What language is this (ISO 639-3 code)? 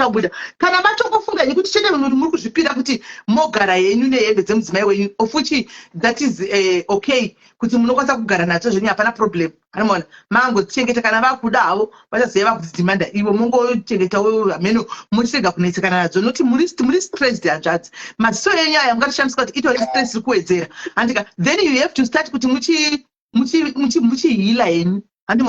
sna